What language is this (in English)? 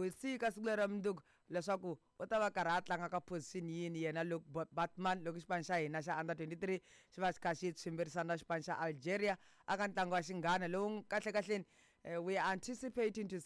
Tsonga